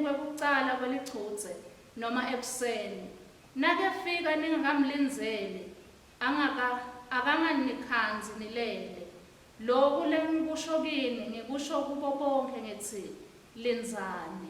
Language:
Swati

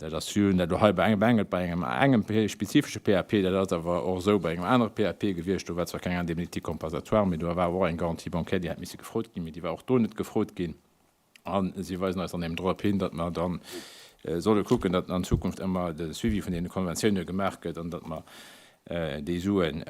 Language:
Luxembourgish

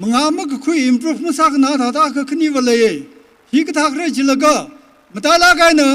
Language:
Tangkhul Naga (India)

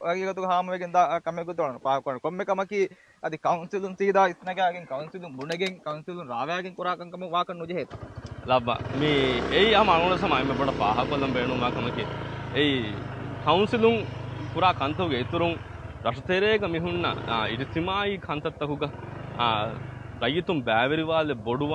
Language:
Divehi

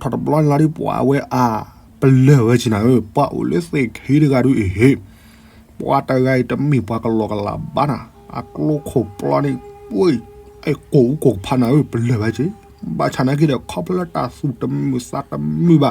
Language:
S'gaw Karen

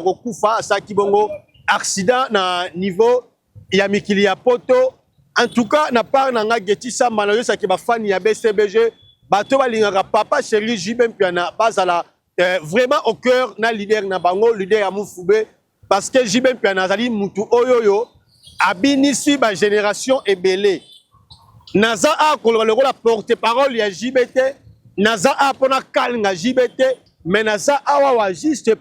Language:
Lingala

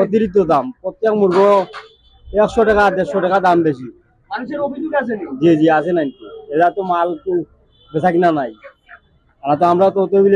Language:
Sylheti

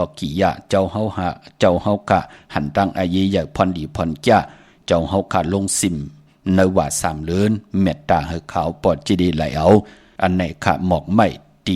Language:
Shan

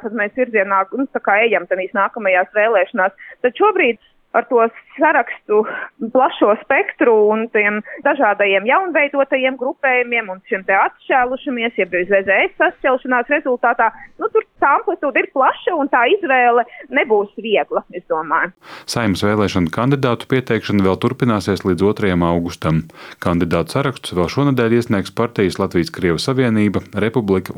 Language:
Latvian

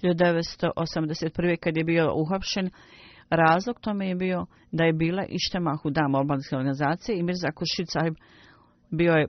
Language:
Bosnian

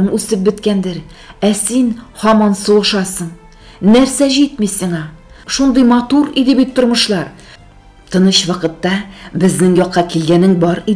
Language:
Tatar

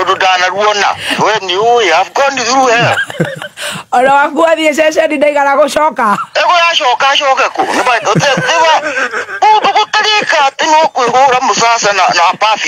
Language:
Kikuyu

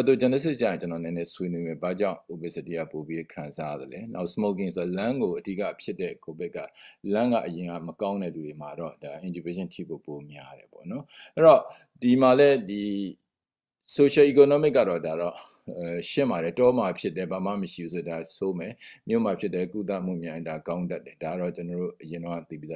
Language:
Burmese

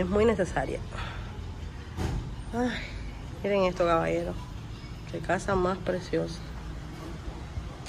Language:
Spanish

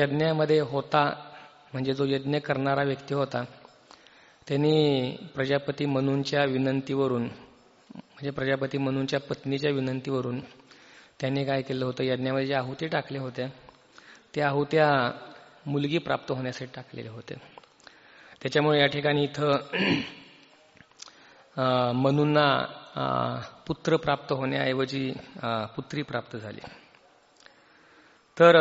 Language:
Marathi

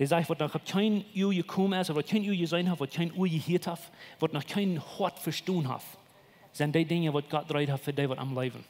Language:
Plautdietsch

